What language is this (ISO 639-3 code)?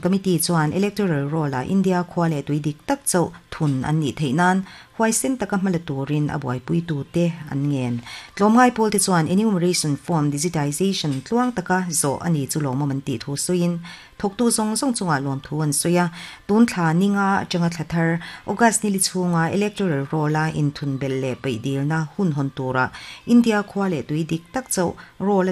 lus